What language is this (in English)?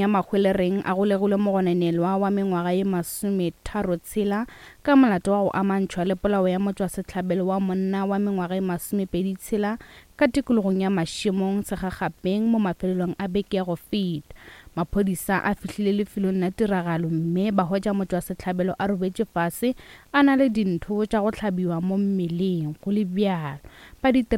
Northern Sotho